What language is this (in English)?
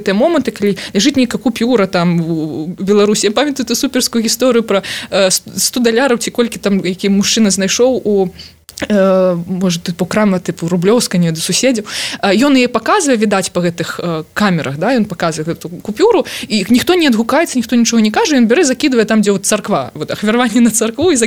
Belarusian